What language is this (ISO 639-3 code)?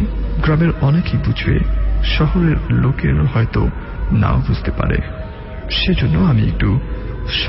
ben